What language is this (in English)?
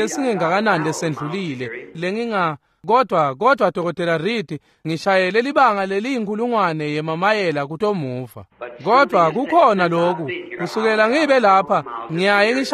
Swati